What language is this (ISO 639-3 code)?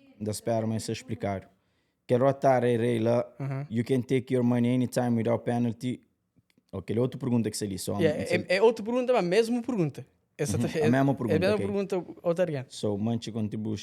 kea